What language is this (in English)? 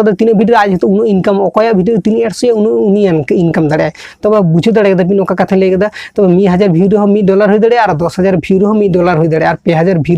Santali